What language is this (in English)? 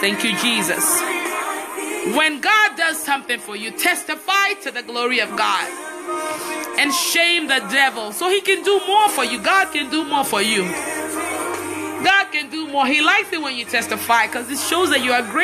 English